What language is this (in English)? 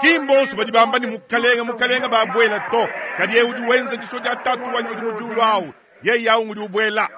Luba-Lulua